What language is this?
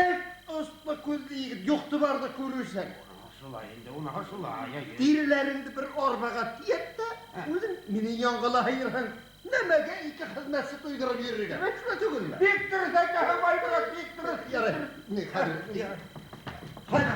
Bashkir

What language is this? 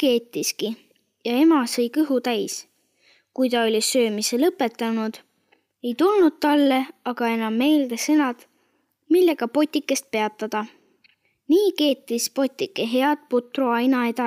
Estonian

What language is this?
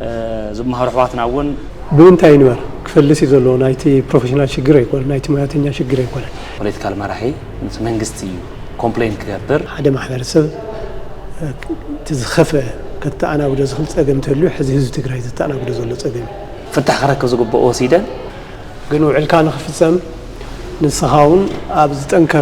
Tigrinya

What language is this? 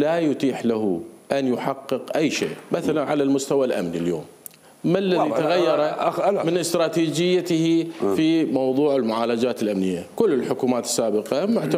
Mesopotamian Arabic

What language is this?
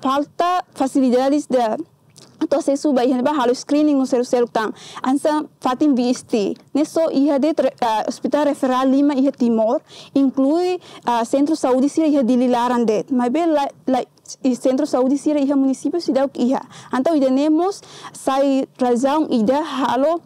Tetum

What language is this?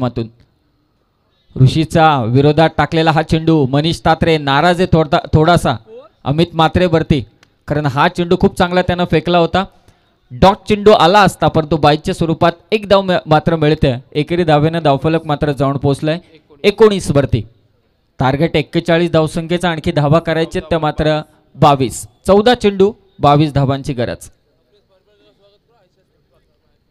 Marathi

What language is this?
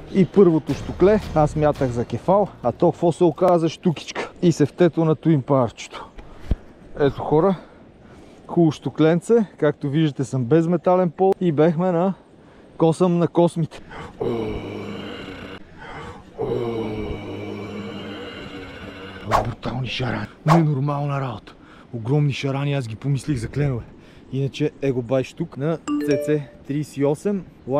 Bulgarian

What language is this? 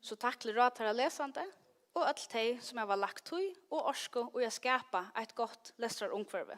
Faroese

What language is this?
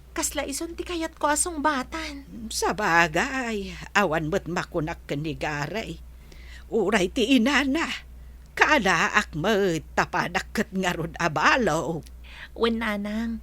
Iloko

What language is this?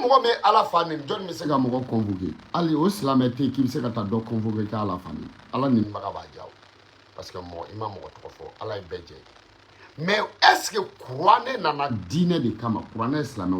Bambara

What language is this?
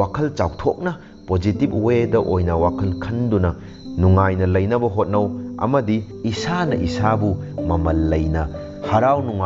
Manipuri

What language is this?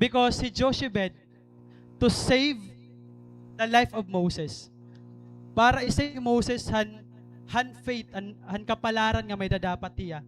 Waray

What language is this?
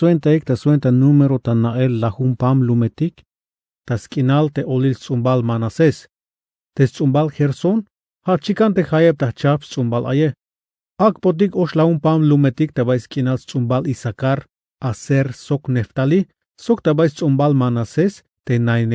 Tzeltal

